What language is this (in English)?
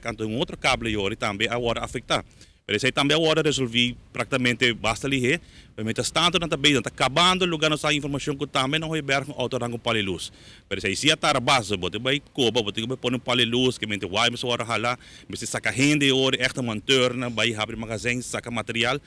Papiamento